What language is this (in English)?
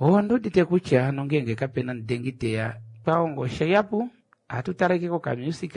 Kuanyama